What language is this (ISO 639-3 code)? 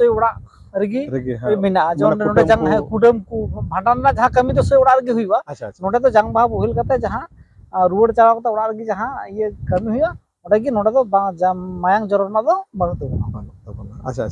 sat